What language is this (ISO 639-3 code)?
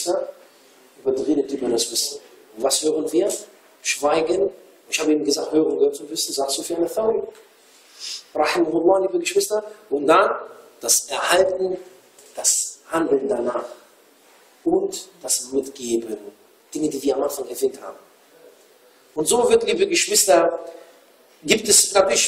deu